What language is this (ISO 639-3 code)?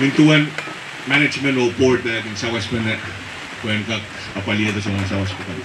pon